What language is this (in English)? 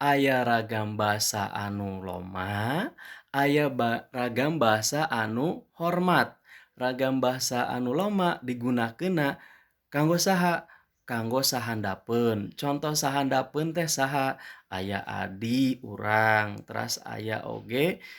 Sundanese